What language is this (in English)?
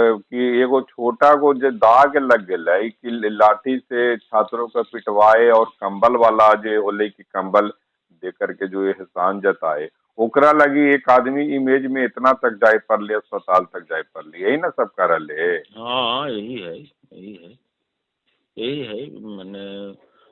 Magahi